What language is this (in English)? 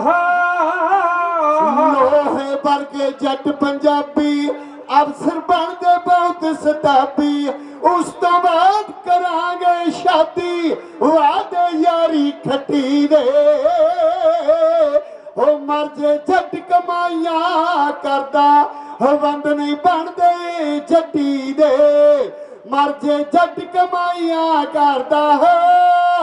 Punjabi